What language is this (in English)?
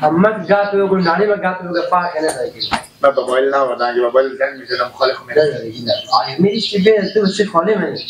Persian